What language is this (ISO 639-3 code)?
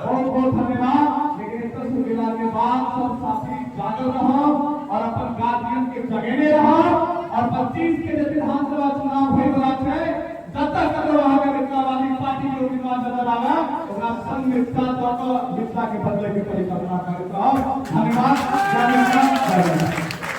mai